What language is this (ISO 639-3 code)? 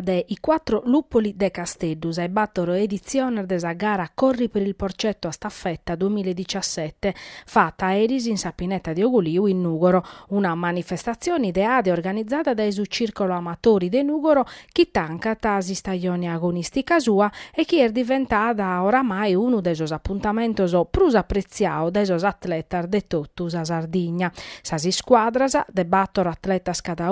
srd